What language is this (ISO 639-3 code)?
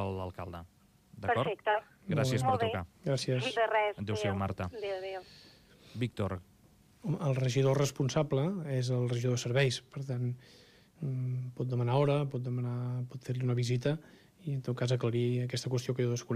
cat